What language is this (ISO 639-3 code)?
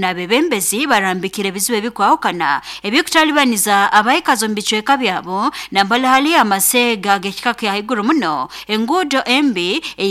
nyo